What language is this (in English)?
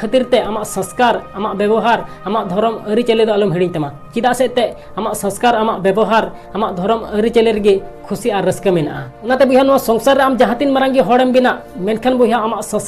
Santali